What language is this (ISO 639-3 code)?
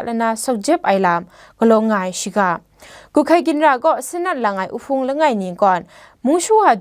kac